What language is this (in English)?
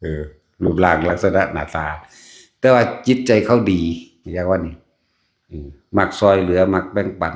Northeastern Thai